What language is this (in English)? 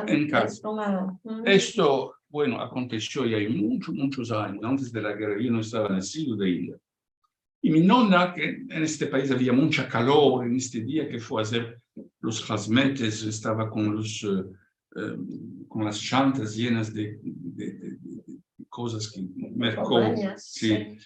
Ladino